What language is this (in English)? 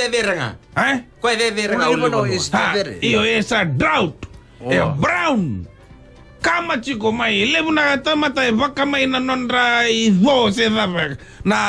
Fijian